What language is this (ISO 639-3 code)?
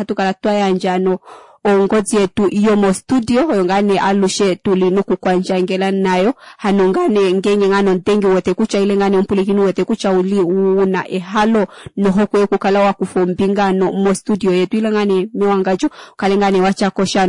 kua